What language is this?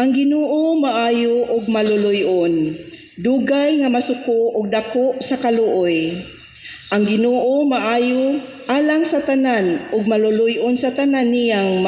Cebuano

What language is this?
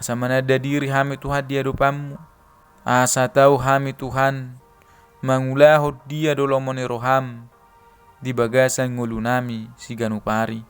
Batak Toba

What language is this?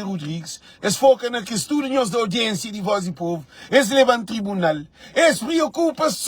Kabuverdianu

